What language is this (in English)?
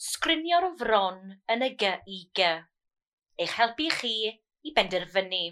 Welsh